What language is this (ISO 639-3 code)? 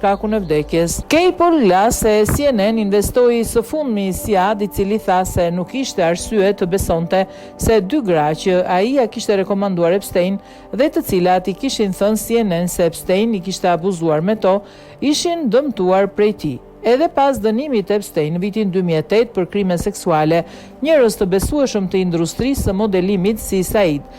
sqi